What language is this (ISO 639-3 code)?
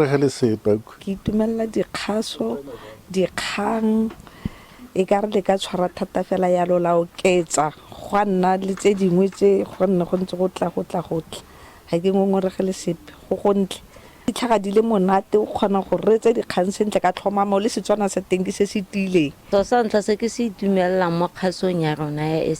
tsn